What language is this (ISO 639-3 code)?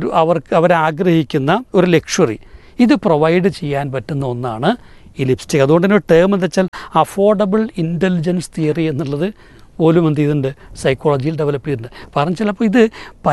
mal